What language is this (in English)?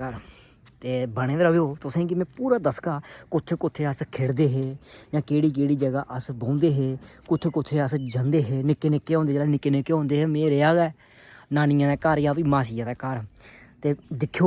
Dogri